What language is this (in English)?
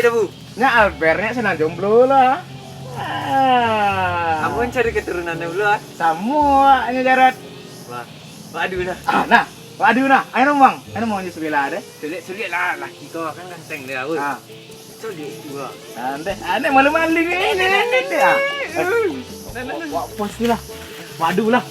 Minangkabau